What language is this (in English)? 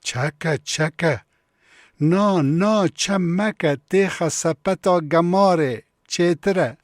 Kurdish